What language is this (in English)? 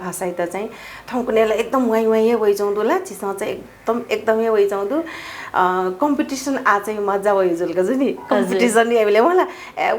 Newari